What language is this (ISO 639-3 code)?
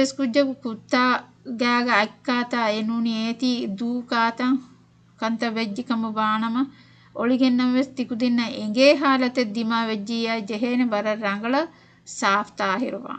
div